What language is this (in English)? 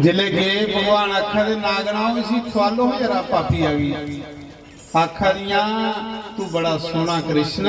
Dogri